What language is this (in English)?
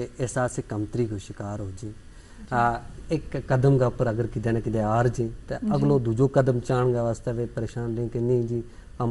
Gujari